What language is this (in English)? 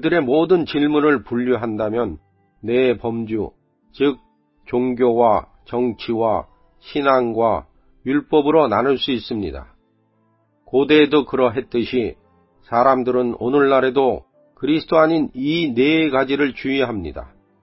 Korean